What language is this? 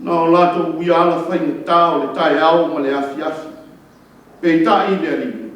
Samoan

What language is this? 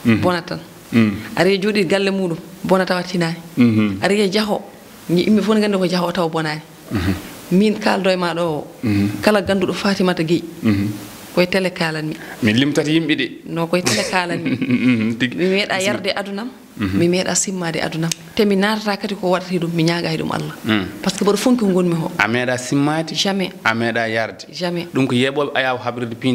Fula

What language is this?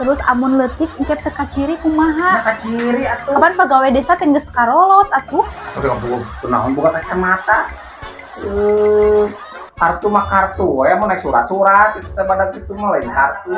Sundanese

